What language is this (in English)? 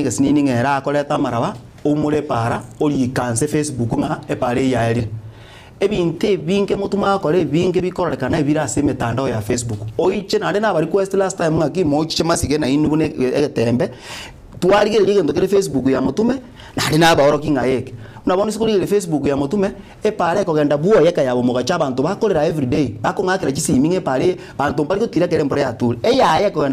Gusii